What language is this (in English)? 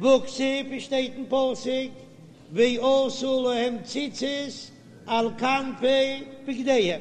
Yiddish